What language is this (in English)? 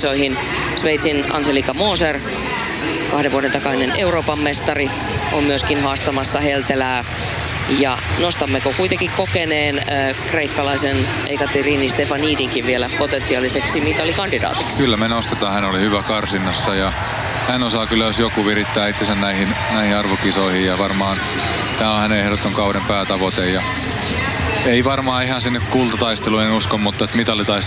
Finnish